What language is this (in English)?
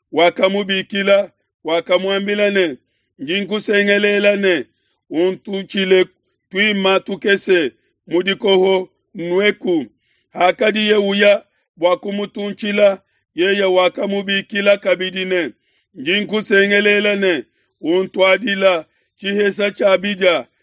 Luba-Lulua